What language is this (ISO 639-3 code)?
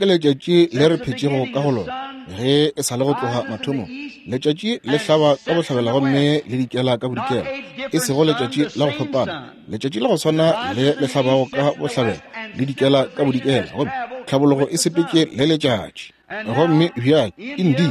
nso